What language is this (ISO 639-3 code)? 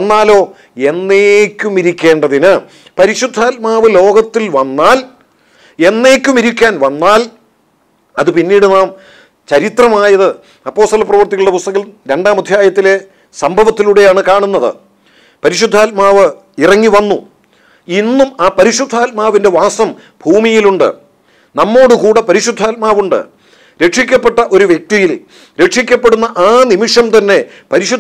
mal